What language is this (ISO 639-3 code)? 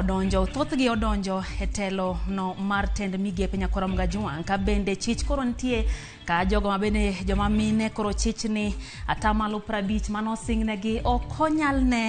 luo